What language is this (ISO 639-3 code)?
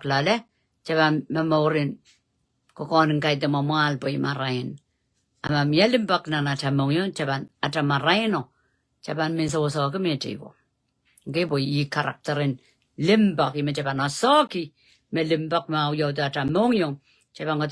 pon